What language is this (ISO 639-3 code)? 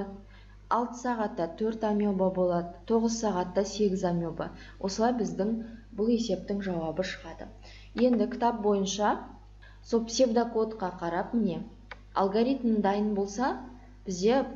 kaz